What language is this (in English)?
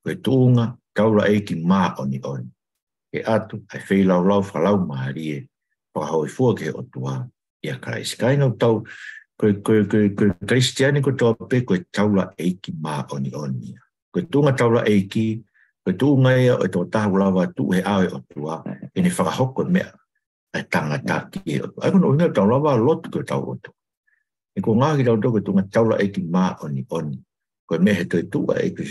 Tongan